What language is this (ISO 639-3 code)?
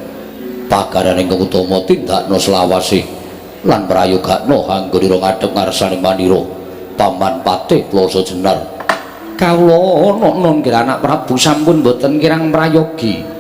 jav